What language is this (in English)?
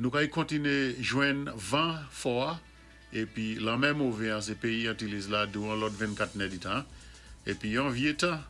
Saint Lucian Creole French